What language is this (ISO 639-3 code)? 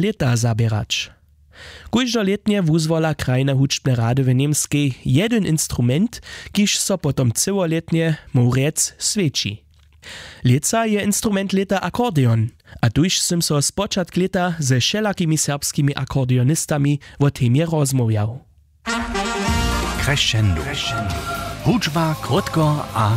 hsb